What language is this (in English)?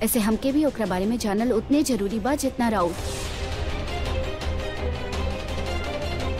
Bhojpuri